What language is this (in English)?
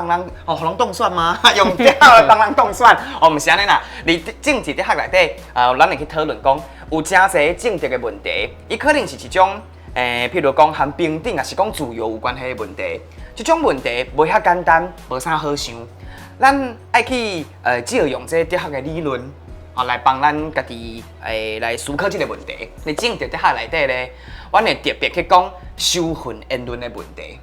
Min Nan Chinese